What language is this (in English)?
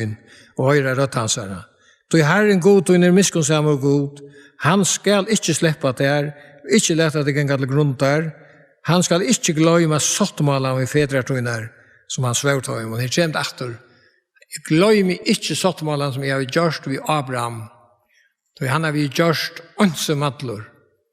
Faroese